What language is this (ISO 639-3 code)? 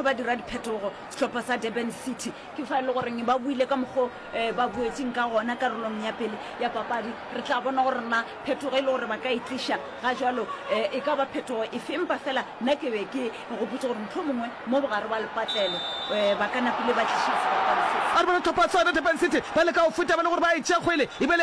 nso